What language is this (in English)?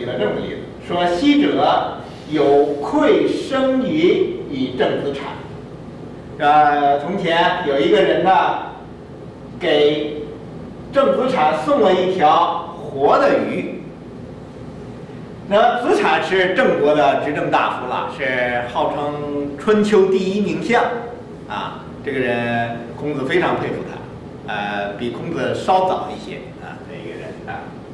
Chinese